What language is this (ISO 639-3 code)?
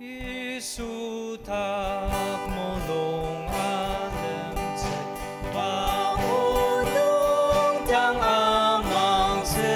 njo